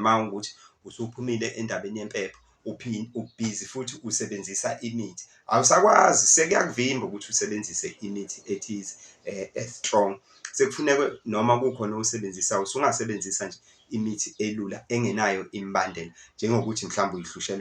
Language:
Zulu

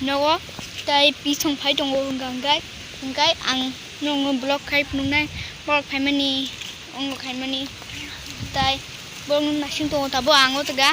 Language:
Kok Borok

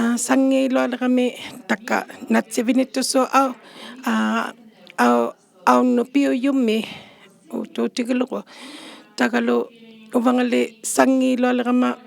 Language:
Inuktitut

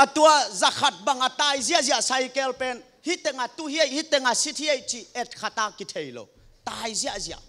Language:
Tedim Chin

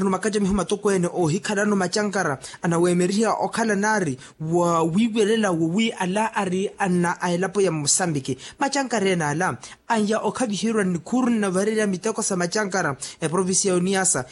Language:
Makhuwa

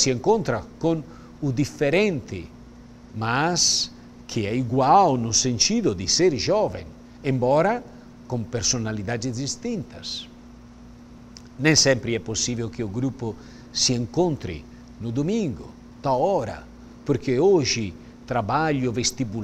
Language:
Portuguese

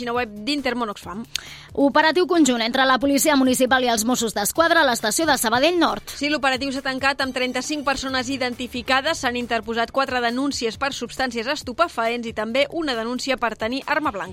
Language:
Catalan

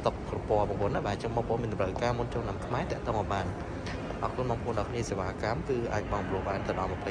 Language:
Khmer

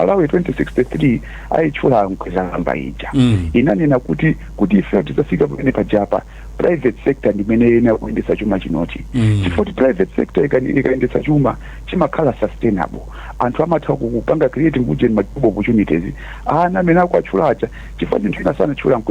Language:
Nyanja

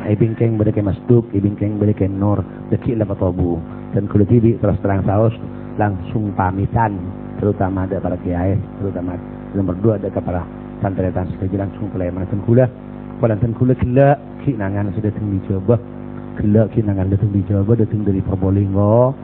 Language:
Madurese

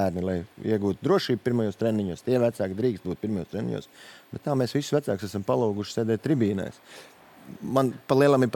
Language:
Latvian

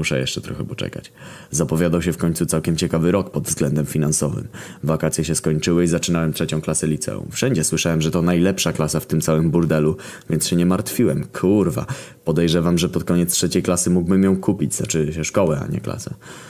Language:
Polish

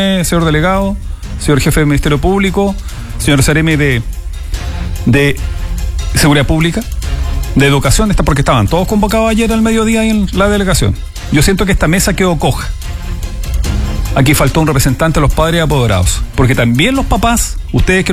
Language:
Spanish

